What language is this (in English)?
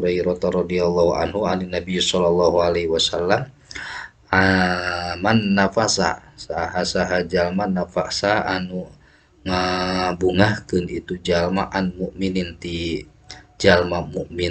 Sundanese